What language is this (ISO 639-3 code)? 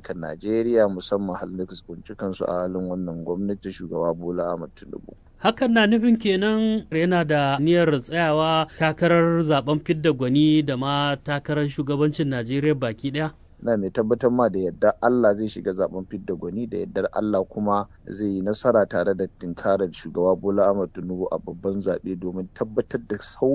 hau